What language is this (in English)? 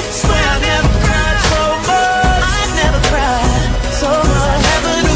English